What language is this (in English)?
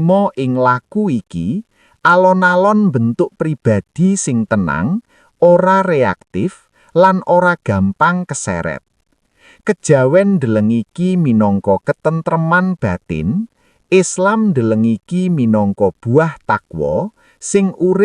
Javanese